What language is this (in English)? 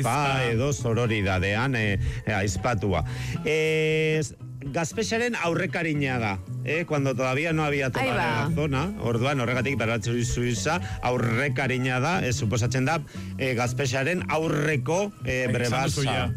Basque